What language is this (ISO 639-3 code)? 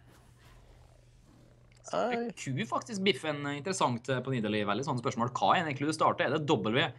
nor